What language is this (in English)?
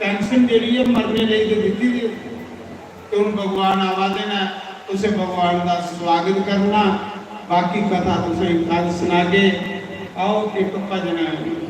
Dogri